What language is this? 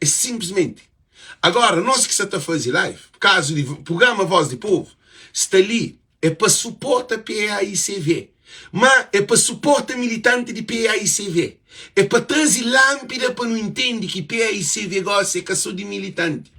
Kabuverdianu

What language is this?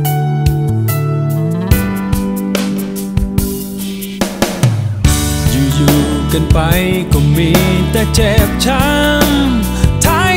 Thai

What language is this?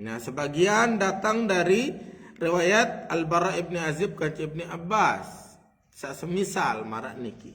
Sasak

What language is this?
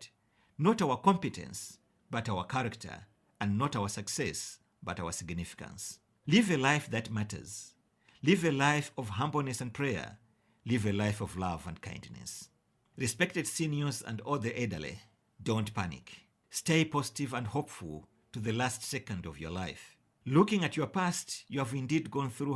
English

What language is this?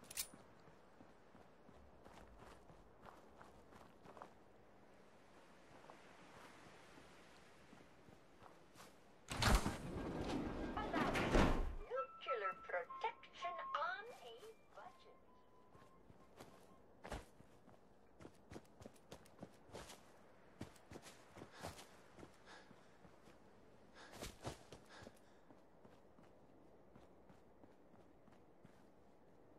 English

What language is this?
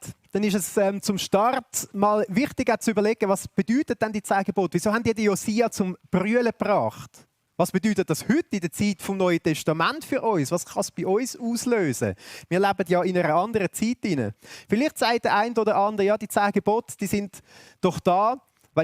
Swiss German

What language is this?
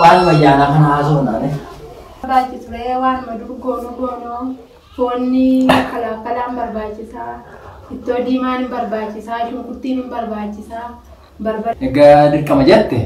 Oromo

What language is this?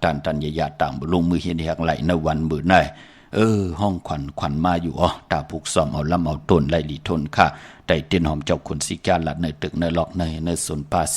Shan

